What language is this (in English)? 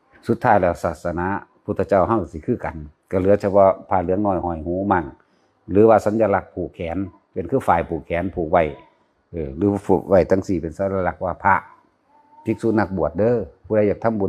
Northeastern Thai